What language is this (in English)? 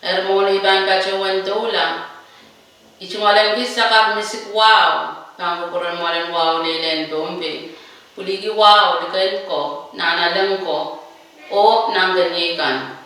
Pohnpeian